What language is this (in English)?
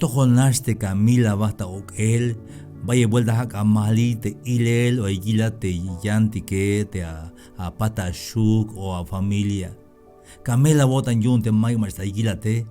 Tzeltal